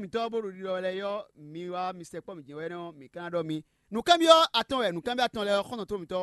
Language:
Fon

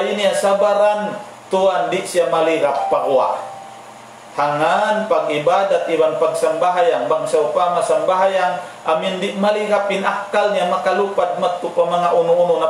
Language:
Tausug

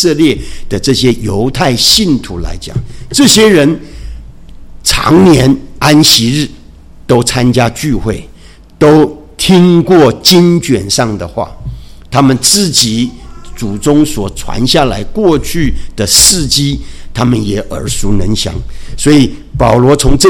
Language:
Chinese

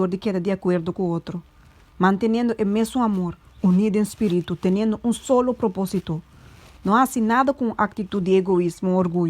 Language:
Papiamento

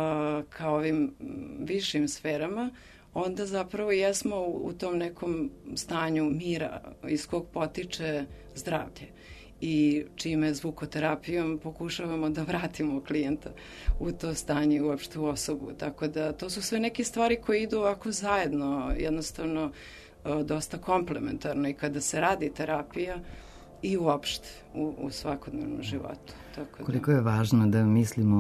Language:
Serbian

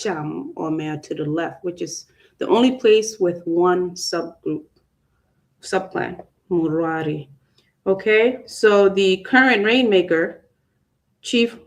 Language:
Acoli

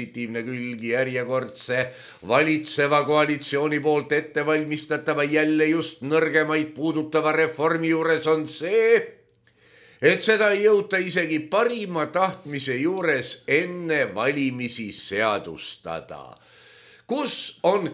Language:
Estonian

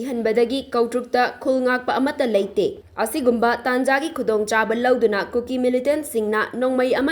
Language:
Manipuri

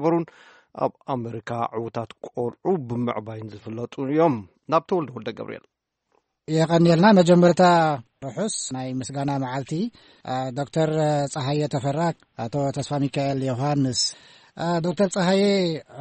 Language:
Tigrinya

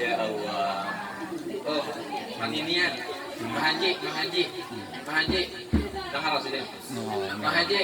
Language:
Banjar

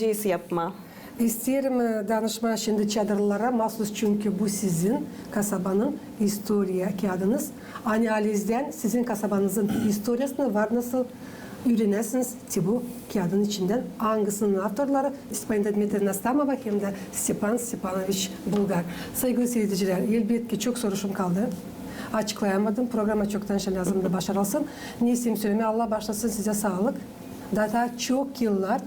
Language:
Gagauz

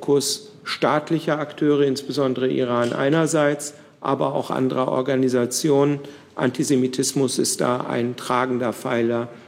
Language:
German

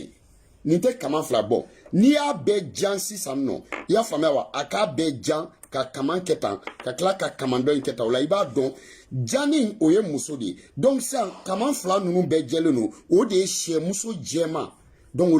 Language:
Bambara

